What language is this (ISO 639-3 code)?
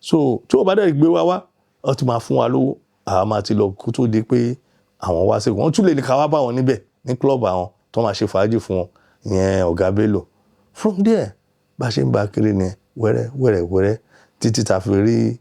yor